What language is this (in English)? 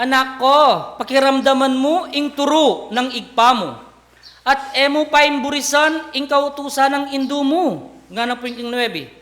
Pampanga